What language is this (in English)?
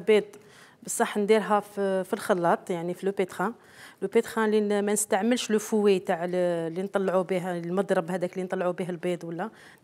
Algerian Arabic